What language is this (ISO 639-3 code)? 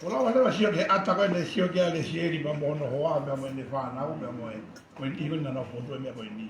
ton